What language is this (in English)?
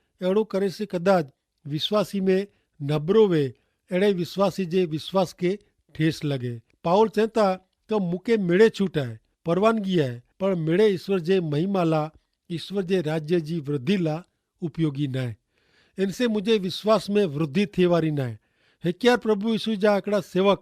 Kachhi